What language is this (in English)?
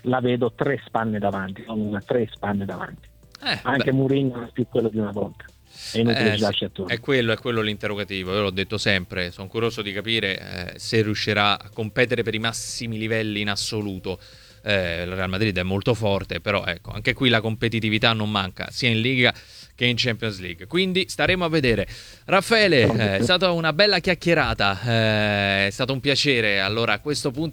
Italian